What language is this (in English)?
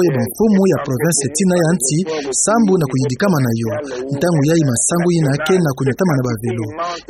Kituba (Democratic Republic of Congo)